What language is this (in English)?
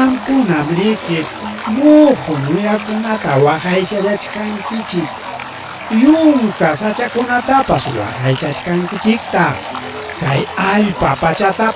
Ayacucho Quechua